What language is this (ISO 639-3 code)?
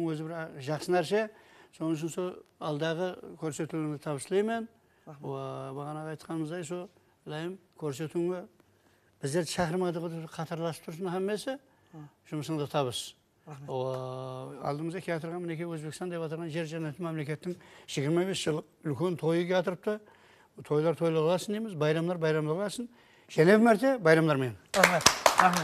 kaa